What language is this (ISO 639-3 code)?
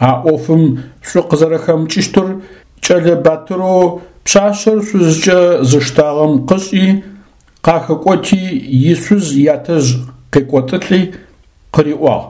ady